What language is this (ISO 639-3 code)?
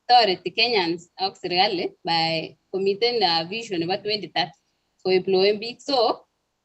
kln